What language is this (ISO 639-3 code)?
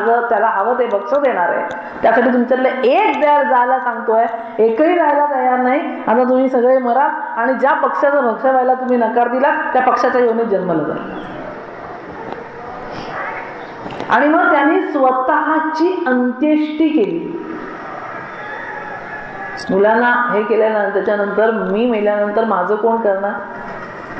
mar